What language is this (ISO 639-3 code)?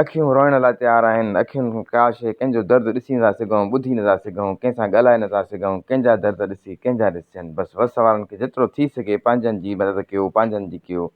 snd